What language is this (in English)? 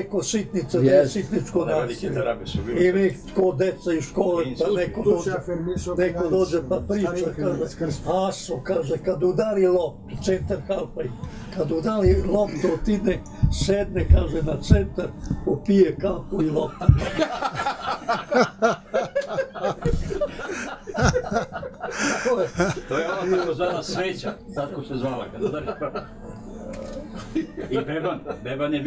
Serbian